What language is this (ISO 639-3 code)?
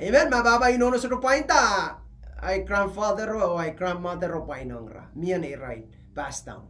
pon